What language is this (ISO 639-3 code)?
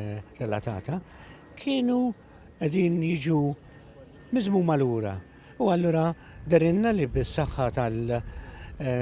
mlt